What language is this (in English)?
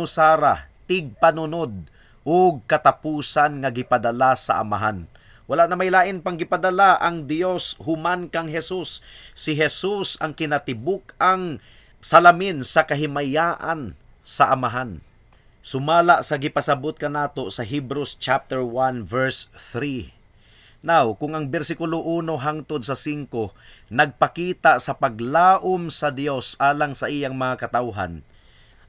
Cebuano